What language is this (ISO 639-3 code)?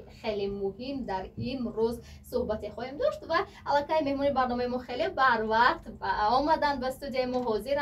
tgk